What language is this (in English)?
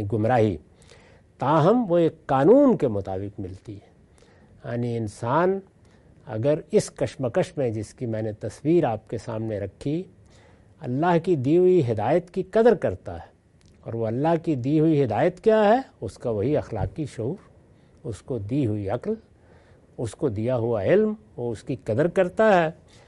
Urdu